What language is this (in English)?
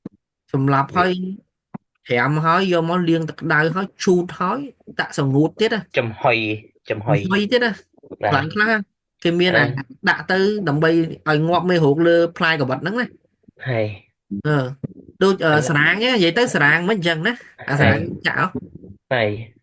Khmer